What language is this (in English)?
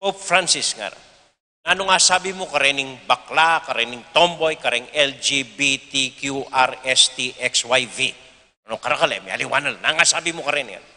Pampanga